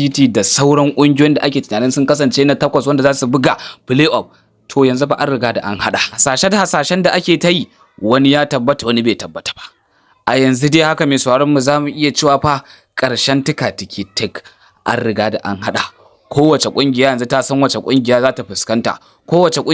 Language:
Hausa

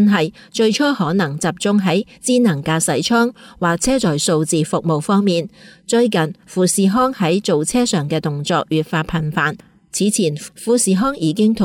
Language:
Cantonese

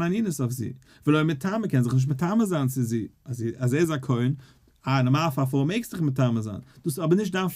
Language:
Yiddish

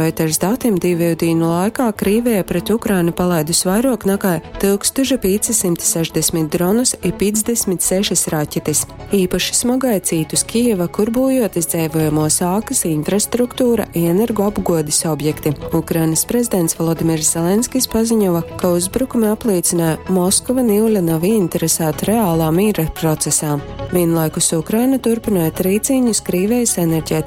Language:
Latgalian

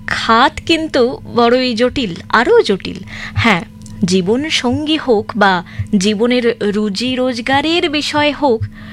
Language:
Bangla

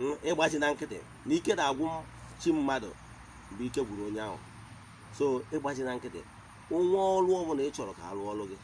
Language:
Igbo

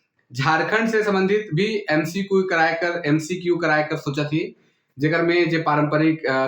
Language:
Sadri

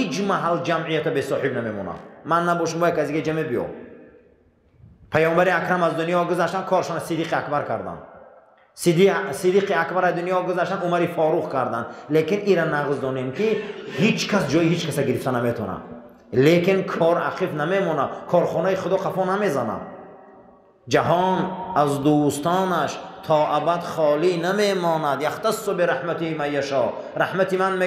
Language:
Persian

